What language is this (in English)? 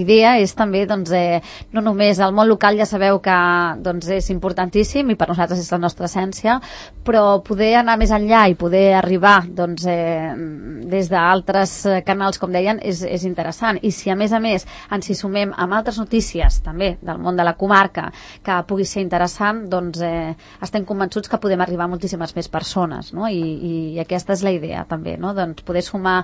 Catalan